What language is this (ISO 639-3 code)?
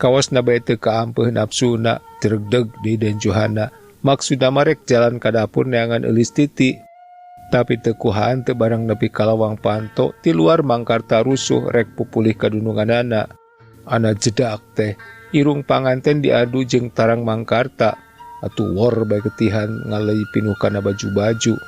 sun